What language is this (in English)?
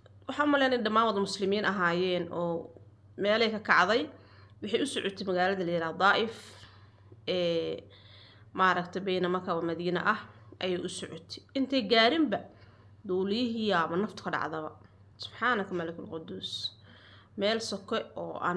Somali